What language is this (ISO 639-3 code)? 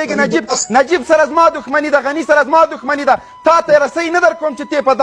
pus